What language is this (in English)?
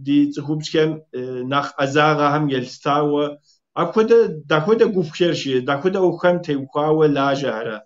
Kabardian